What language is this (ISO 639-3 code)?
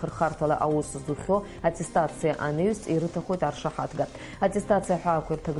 abk